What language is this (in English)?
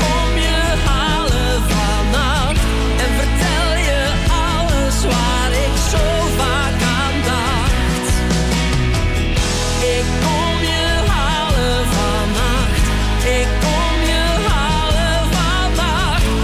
Dutch